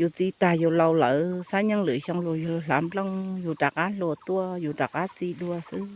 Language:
Hmong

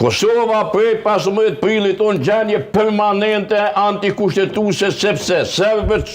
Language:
Albanian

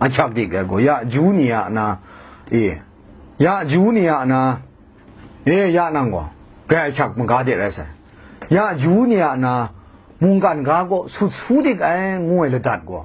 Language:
Kachin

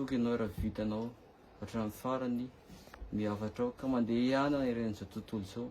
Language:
Malagasy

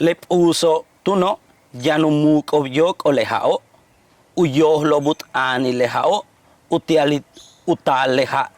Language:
Yucateco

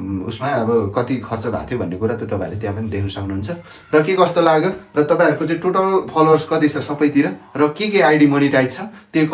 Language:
Nepali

